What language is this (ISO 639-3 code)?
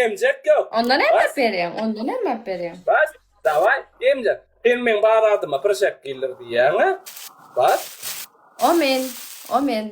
tuk